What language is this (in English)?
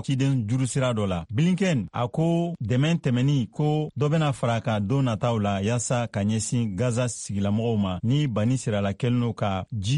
Bambara